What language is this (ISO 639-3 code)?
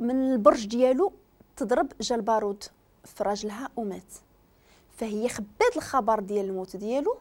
ary